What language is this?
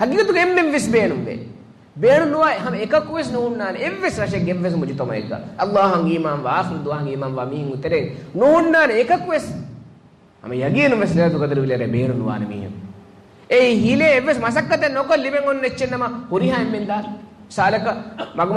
Divehi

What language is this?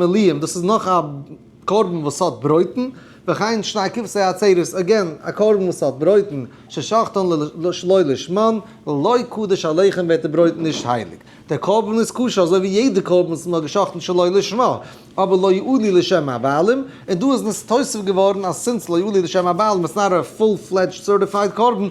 Yiddish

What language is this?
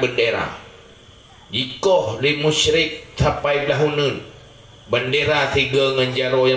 Achinese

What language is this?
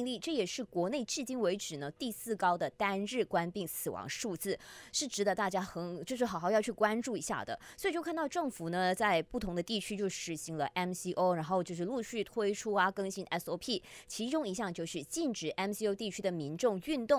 Chinese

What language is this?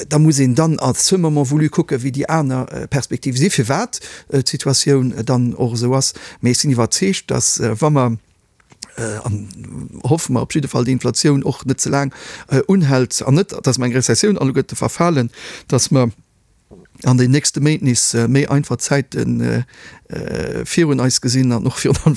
Luxembourgish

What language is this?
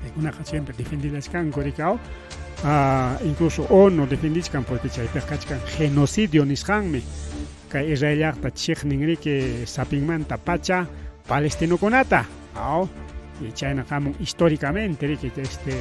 Ayacucho Quechua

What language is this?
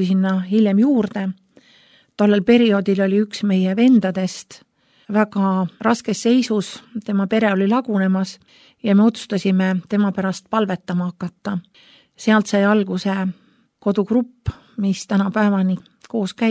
Estonian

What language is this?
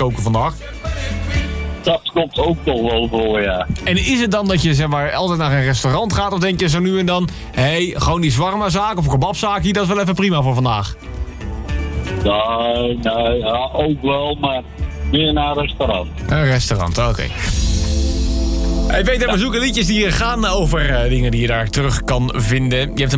Dutch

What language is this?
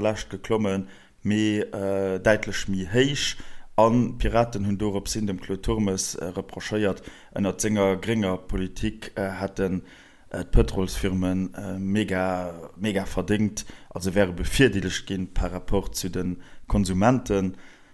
Luxembourgish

